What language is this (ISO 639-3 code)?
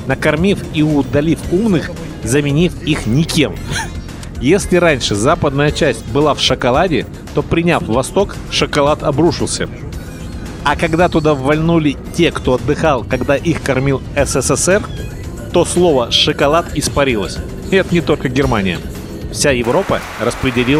rus